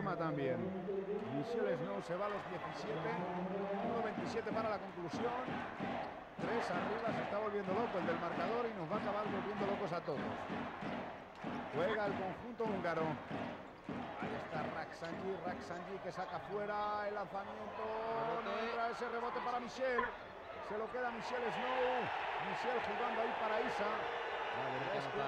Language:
Spanish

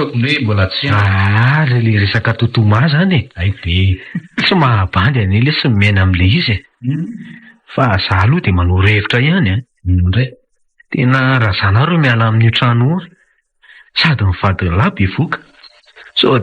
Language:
Malagasy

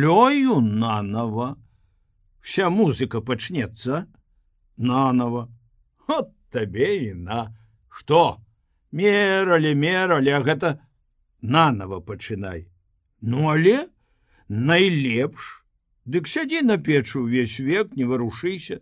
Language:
Belarusian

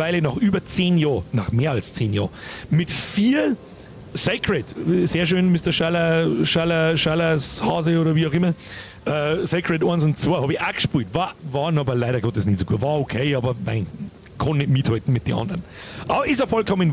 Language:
Bavarian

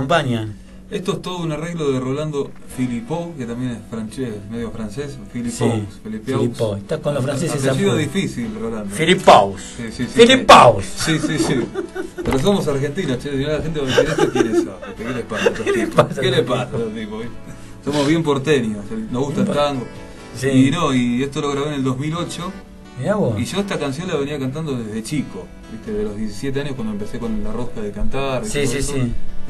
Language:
Spanish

